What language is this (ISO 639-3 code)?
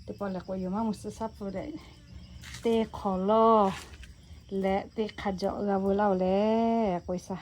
lhu